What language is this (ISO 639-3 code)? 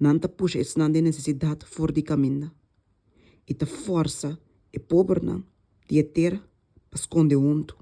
pap